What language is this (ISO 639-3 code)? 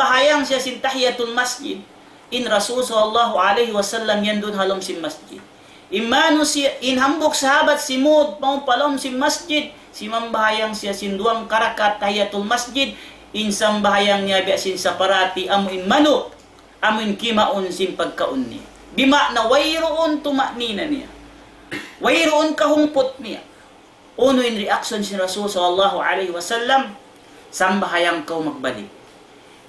tsg